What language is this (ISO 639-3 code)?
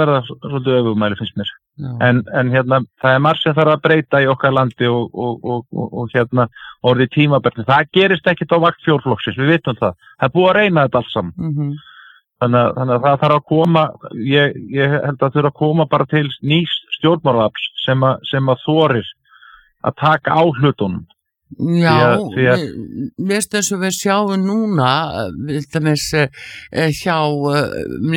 isl